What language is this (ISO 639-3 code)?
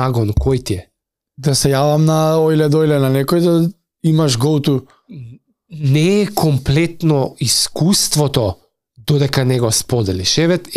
mkd